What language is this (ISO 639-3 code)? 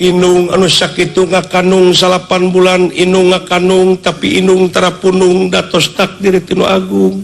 sun